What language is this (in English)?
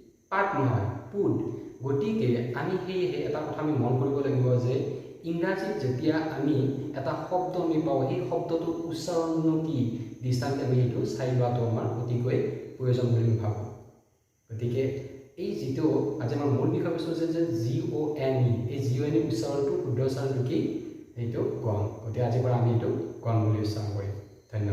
Assamese